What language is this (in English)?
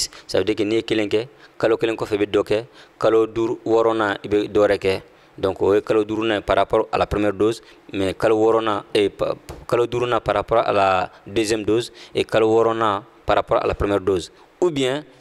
Bambara